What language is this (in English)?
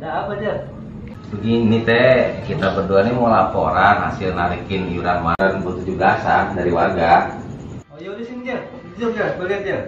Betawi